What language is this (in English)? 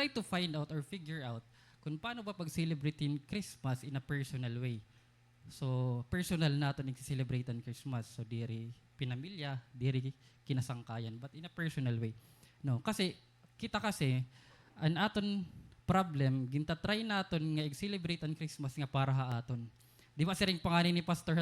Waray